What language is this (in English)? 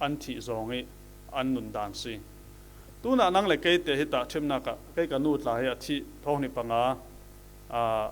Falam Chin